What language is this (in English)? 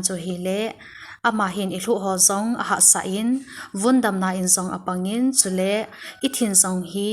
Thado Chin